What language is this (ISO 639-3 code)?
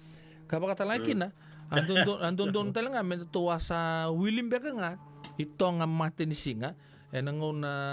fij